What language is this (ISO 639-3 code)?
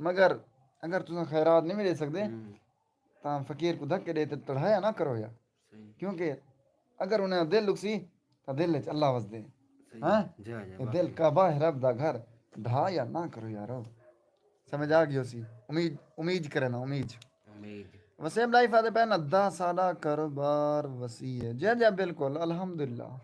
skr